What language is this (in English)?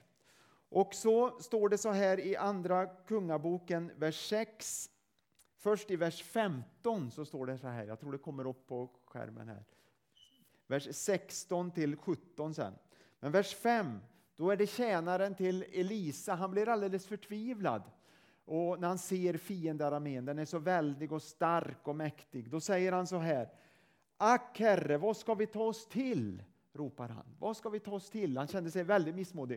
Swedish